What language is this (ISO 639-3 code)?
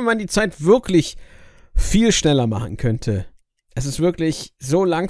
deu